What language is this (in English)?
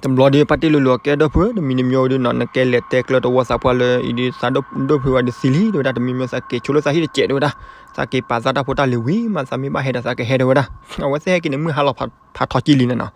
S'gaw Karen